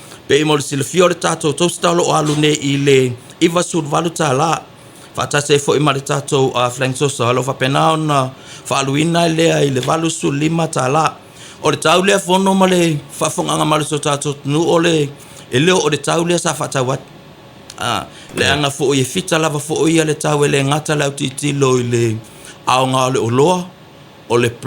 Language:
Samoan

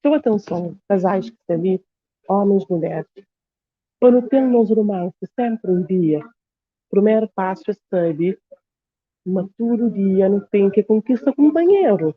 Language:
Kabuverdianu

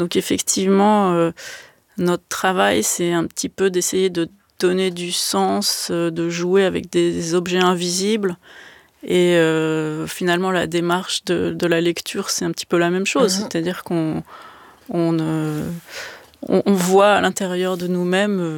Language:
French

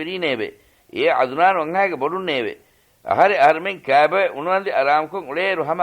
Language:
Divehi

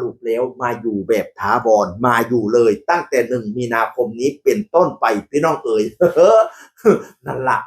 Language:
Northeastern Thai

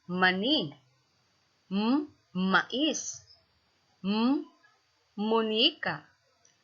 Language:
Cebuano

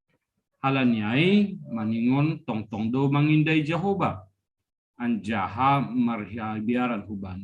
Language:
Batak Simalungun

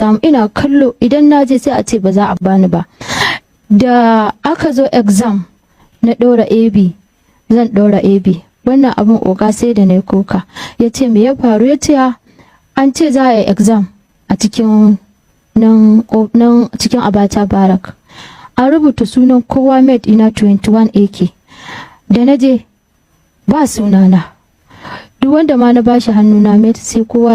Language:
Hausa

